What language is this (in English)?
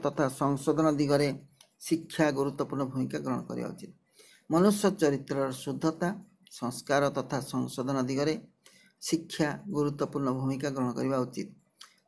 Odia